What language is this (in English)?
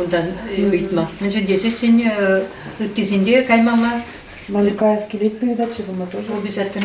Chuvash